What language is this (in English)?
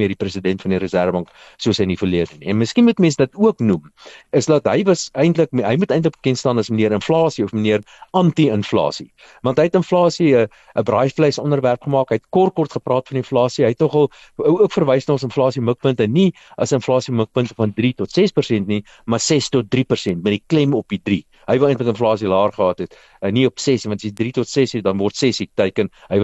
Afrikaans